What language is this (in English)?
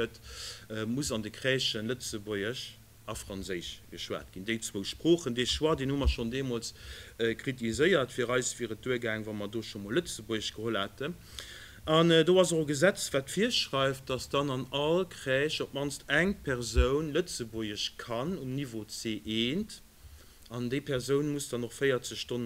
Luxembourgish